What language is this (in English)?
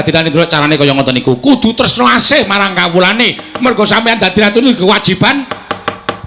Javanese